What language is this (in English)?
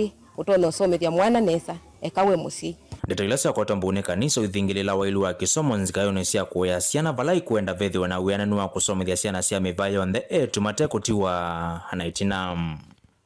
Kamba